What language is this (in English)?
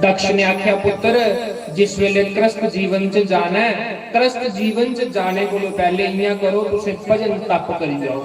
Dogri